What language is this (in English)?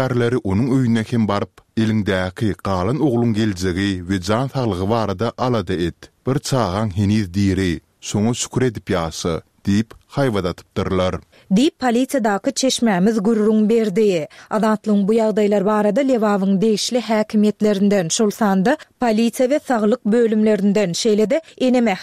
Turkmen